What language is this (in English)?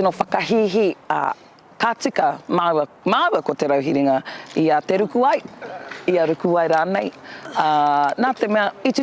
Māori